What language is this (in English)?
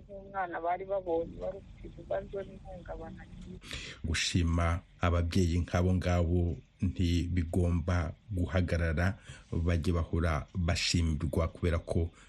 Kinyarwanda